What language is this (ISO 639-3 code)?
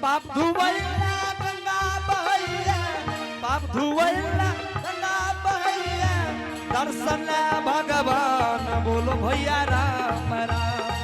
anp